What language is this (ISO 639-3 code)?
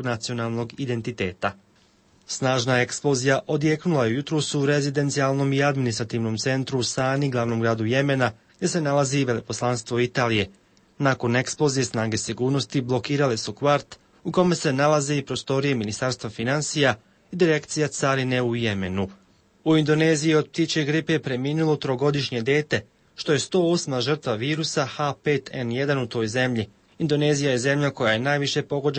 bos